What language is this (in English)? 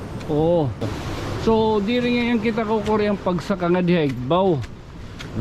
Waray